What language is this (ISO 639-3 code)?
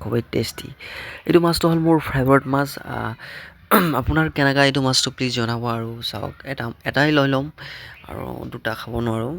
asm